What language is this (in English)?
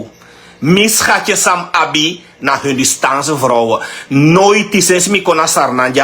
Sranan Tongo